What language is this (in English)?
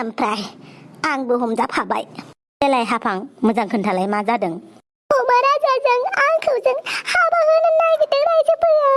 Bodo